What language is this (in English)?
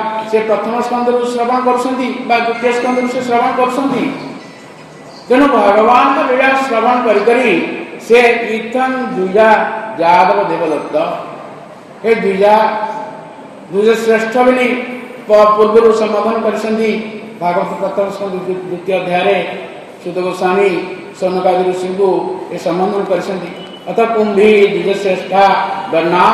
Odia